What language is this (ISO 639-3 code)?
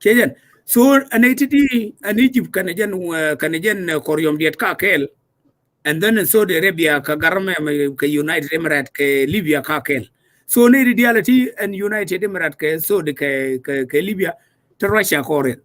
nus